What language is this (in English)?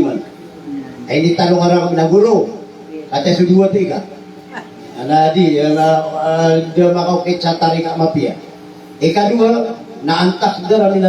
Maranao